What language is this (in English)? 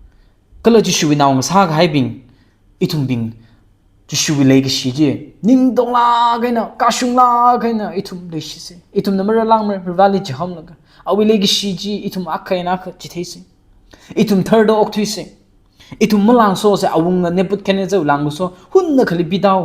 Tangkhul Naga (India)